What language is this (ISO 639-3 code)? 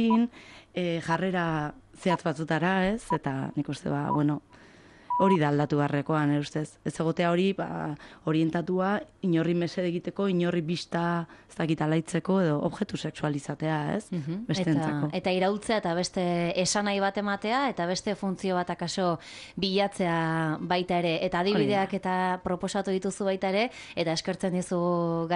eus